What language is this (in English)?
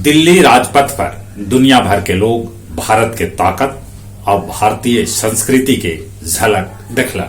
Magahi